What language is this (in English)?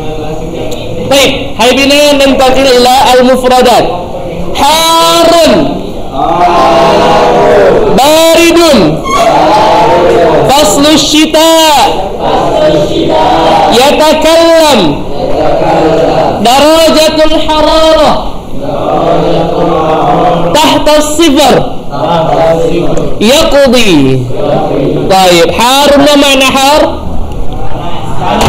Indonesian